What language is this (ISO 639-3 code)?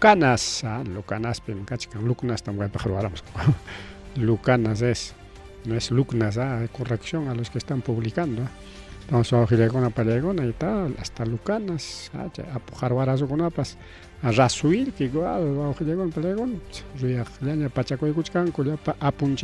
quy